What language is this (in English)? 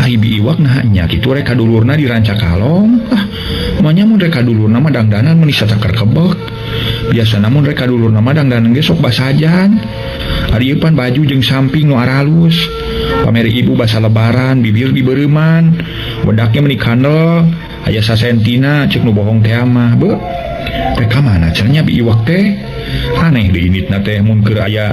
Sundanese